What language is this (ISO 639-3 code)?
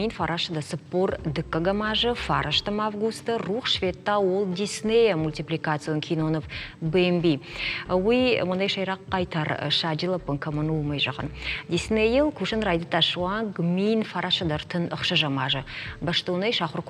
oss